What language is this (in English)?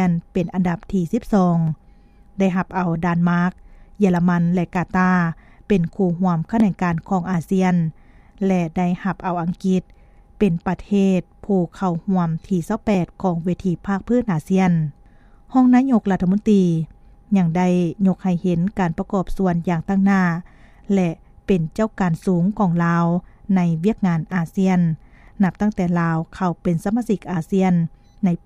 Lao